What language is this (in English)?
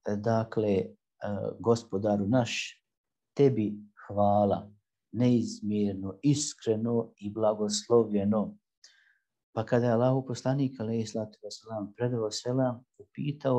Bosnian